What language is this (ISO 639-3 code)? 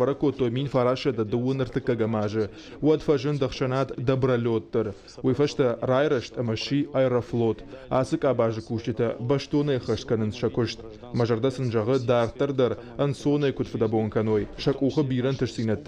oss